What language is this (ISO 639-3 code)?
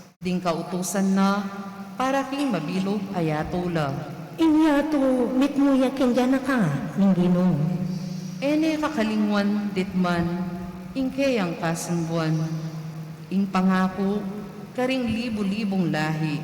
pam